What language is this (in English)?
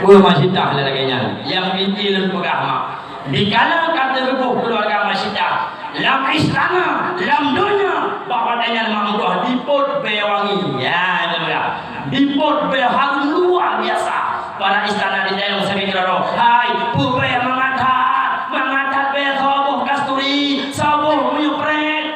Achinese